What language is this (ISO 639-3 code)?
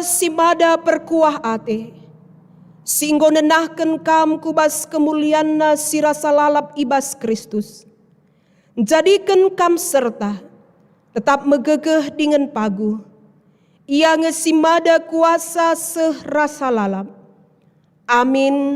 btx